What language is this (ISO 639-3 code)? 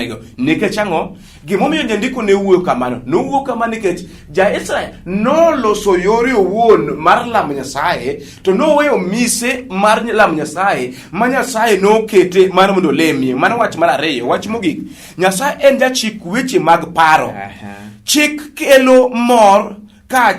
luo